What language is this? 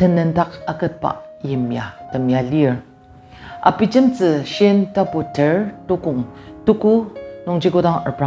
Ao Naga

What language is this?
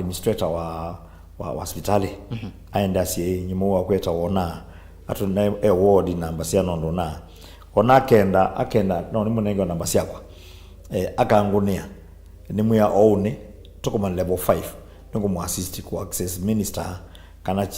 Kamba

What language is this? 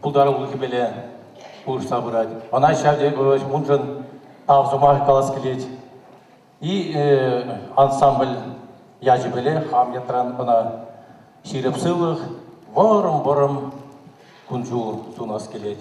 Chuvash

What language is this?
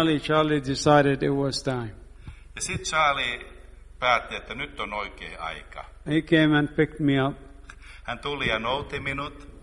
Finnish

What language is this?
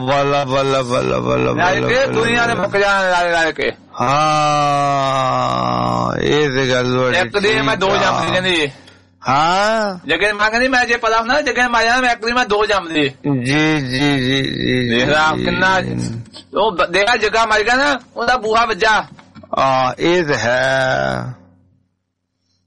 Punjabi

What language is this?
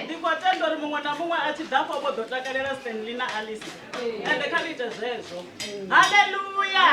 Venda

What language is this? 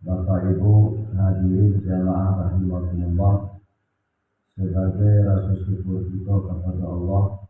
Minangkabau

